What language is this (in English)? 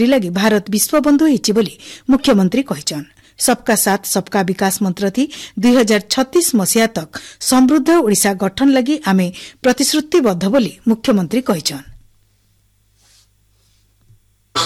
Odia